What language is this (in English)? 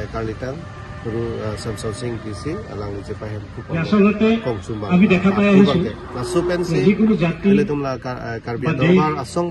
Karbi